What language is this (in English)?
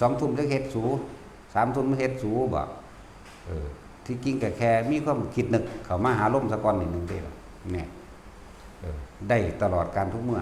Lao